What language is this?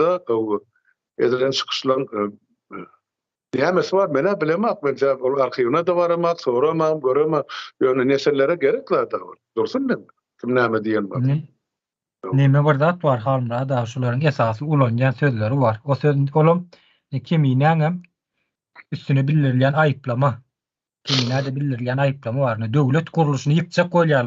Turkmen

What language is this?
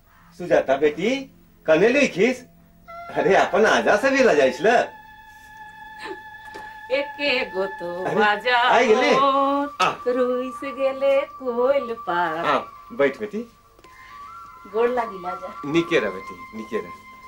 Sadri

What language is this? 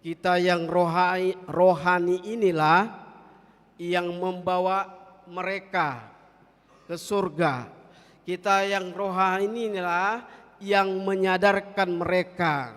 Batak Toba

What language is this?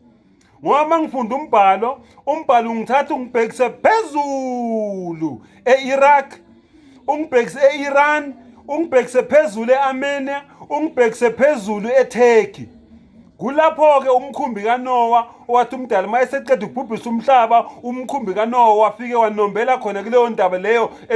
Zulu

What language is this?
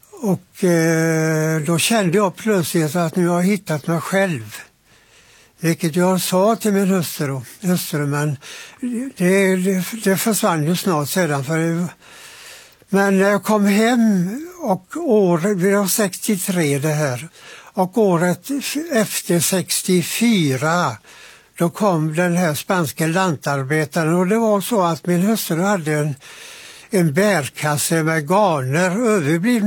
Swedish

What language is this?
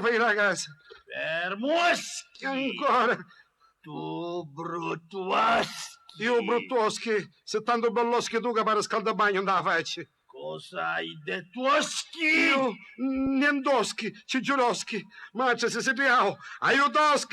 Sicilian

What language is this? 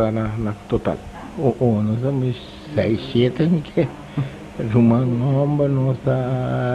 Papiamento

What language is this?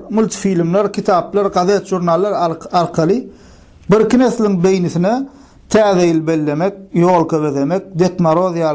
Turkmen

